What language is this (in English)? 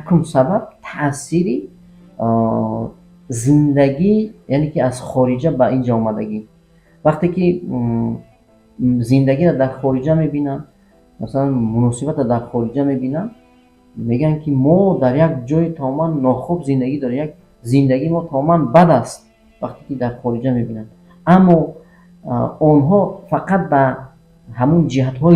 Tajik